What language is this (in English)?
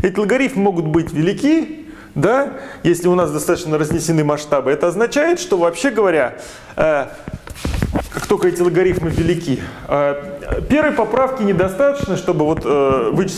Russian